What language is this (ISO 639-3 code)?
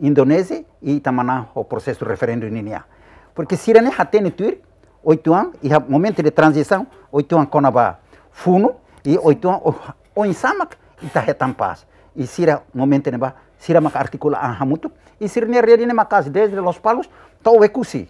tet